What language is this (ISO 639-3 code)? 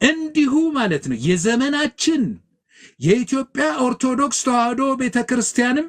amh